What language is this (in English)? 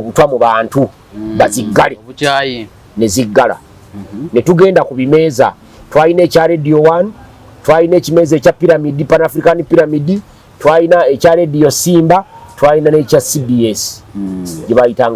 Ganda